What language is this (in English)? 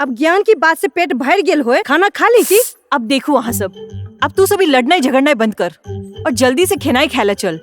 Maithili